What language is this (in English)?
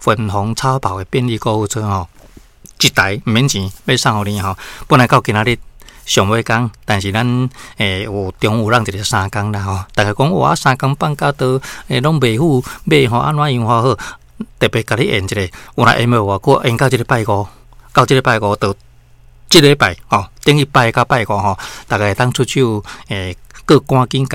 Min Nan Chinese